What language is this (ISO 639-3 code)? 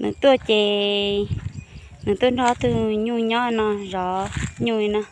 hmn